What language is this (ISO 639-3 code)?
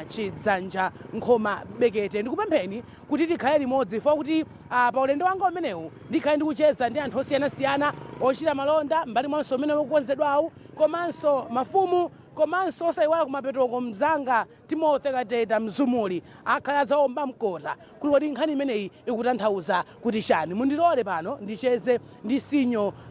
nya